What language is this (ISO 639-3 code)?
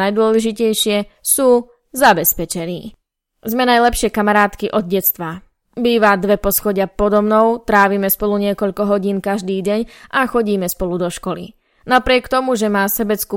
slk